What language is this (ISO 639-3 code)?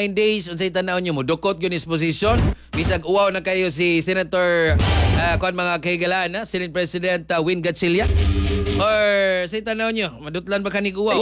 ceb